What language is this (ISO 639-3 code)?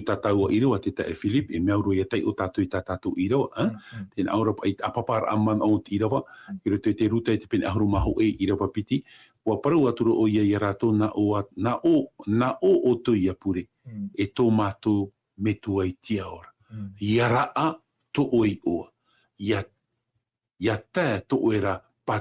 tah